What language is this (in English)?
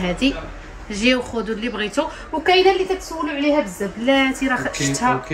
Moroccan Arabic